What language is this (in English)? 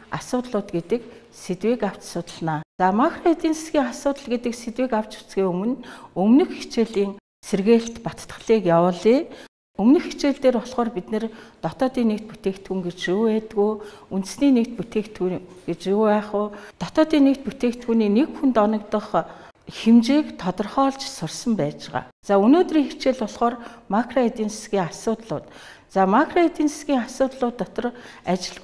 Mongolian